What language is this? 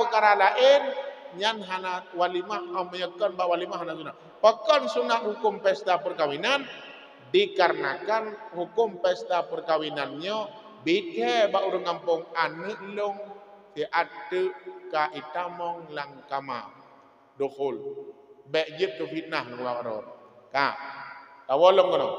Achinese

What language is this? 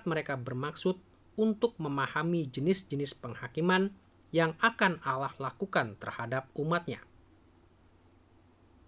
Indonesian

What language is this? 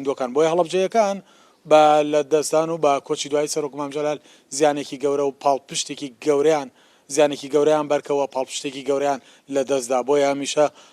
Central Kurdish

